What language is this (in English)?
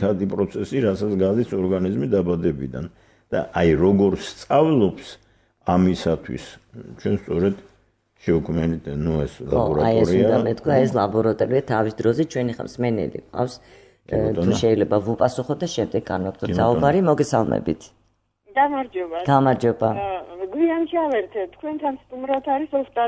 Georgian